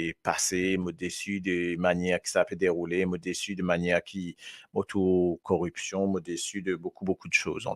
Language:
Morisyen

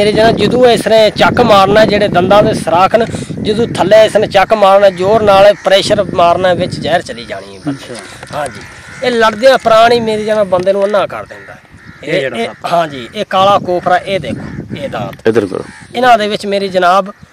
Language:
Punjabi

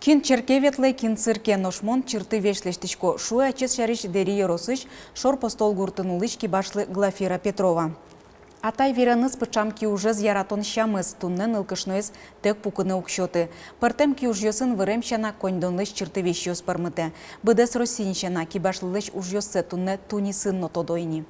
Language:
Udmurt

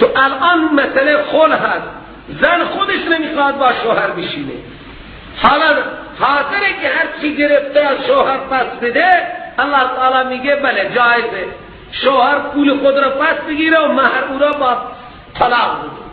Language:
Persian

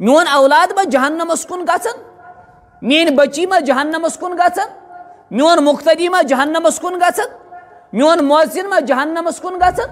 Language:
Kashmiri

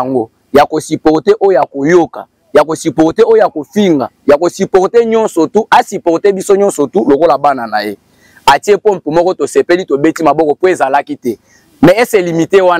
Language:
Lingala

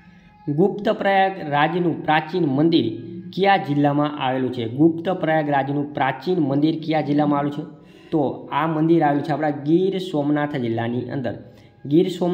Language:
Gujarati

